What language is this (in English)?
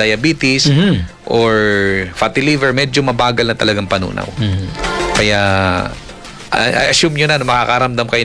Filipino